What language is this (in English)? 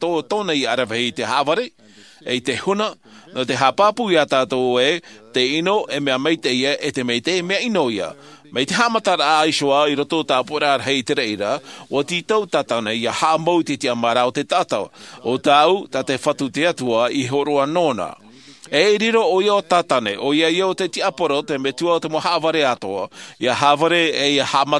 Tahitian